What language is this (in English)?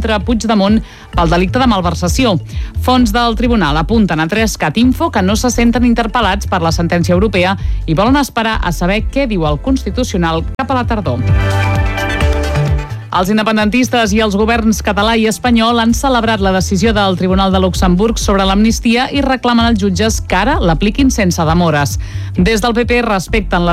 Catalan